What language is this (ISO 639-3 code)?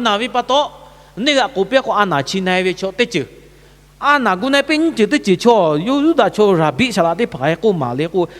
lhu